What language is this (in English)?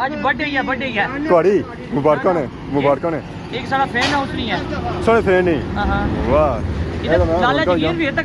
Pahari-Potwari